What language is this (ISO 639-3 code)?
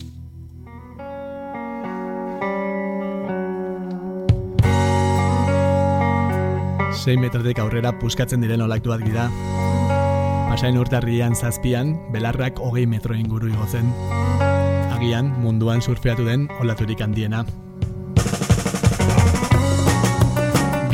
eus